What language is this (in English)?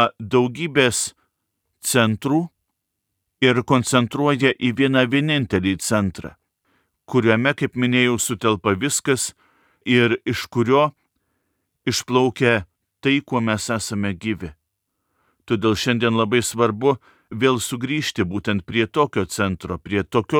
Lithuanian